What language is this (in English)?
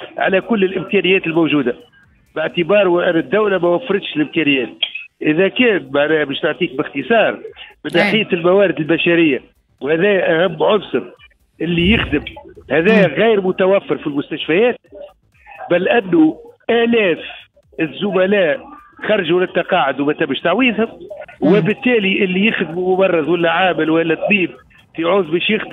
Tunisian Arabic